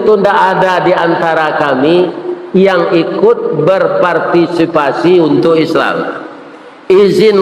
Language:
Minangkabau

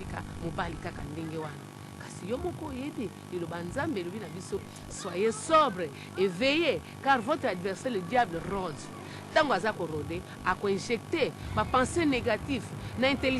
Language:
Lingala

